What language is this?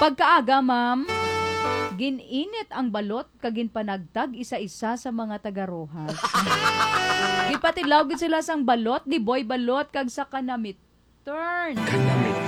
Hiligaynon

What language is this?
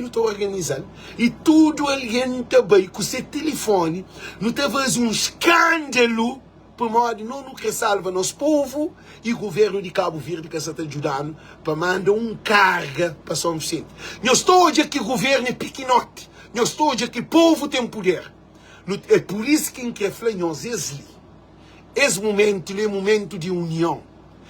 Kabuverdianu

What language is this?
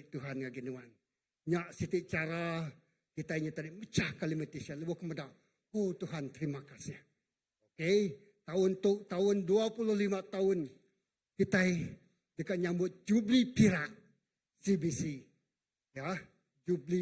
Iban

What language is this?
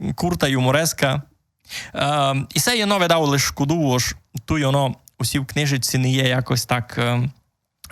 Rusyn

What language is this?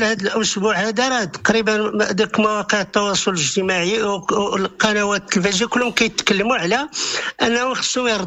Moroccan Arabic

